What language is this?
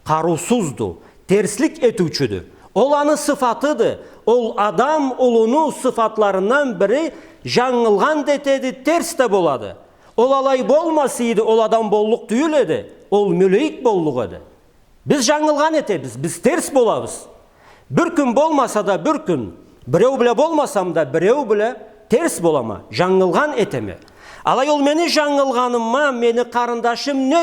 Karachay-Balkar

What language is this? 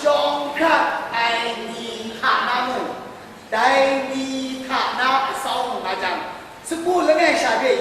Kachin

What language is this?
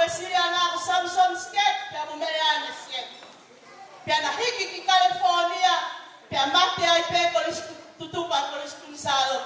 Tongan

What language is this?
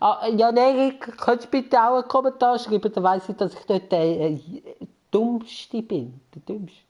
Swiss German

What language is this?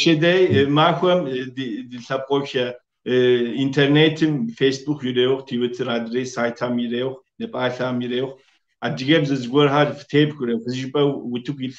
Kabardian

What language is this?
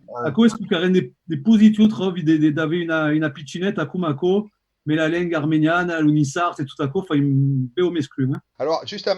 Occitan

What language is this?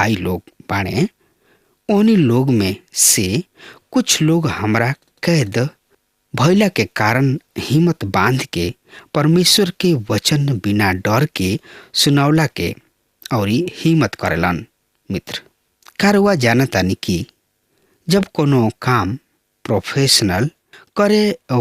Bhojpuri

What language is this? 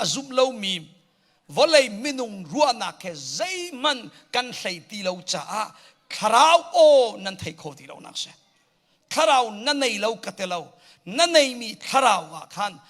Hakha Chin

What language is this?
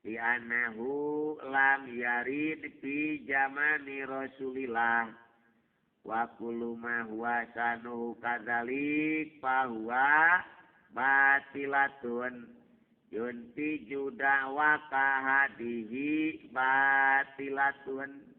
Sundanese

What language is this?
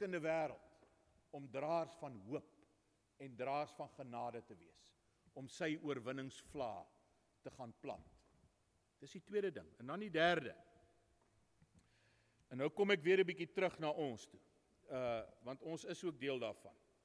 Afrikaans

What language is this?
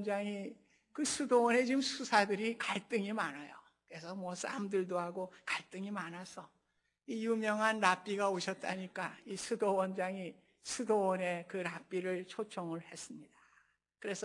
Korean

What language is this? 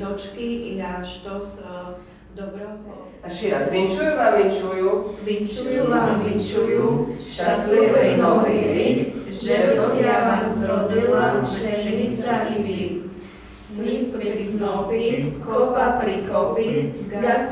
Slovak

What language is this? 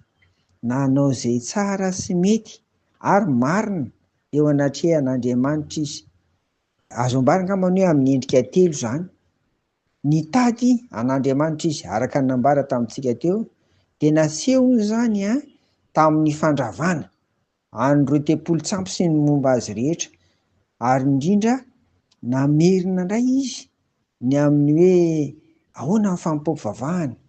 Malagasy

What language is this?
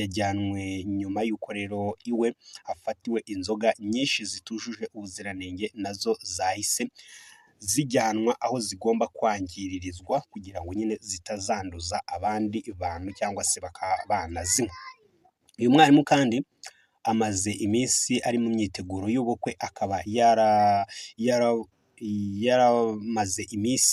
Kinyarwanda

